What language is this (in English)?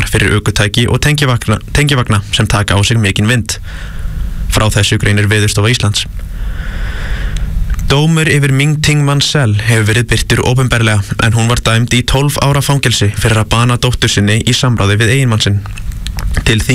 Icelandic